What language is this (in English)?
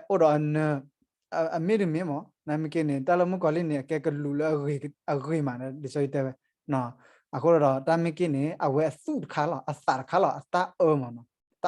S'gaw Karen